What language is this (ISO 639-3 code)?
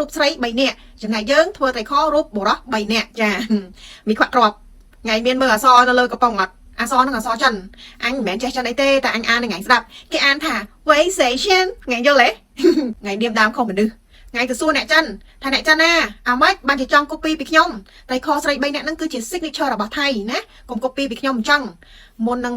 khm